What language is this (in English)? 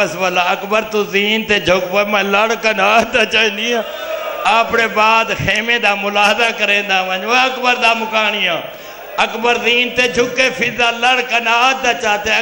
Saraiki